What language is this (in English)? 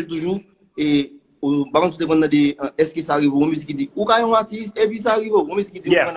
Haitian Creole